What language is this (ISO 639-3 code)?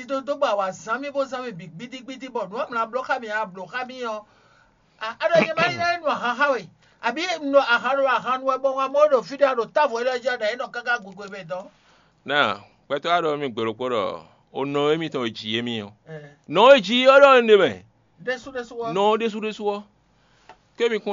fon